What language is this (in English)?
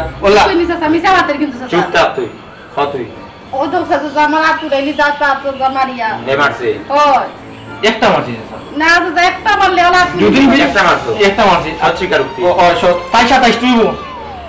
Sylheti